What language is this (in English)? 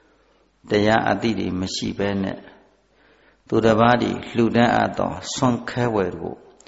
Burmese